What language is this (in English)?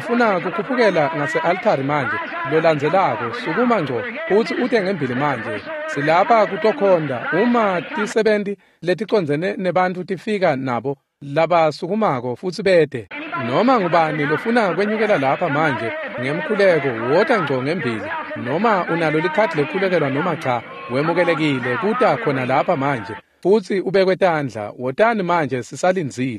Swati